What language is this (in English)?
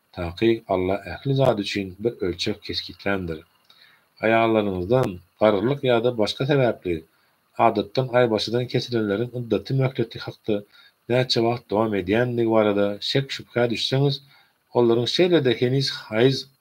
Turkmen